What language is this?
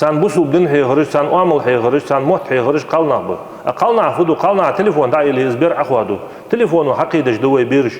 Ingush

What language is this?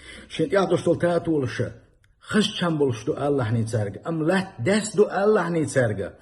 Chechen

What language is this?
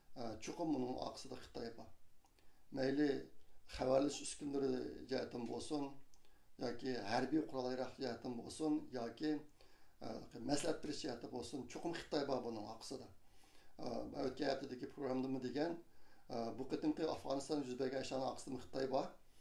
Uyghur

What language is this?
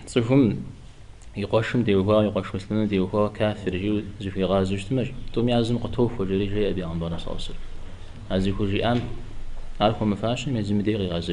Kabardian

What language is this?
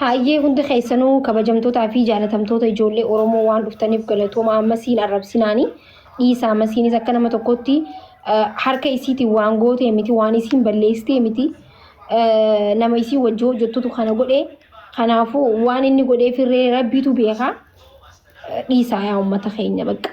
Oromo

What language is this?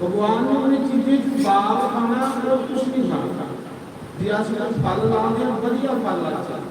Dogri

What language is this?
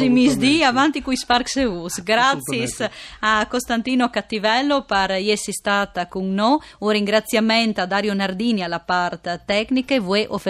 Friulian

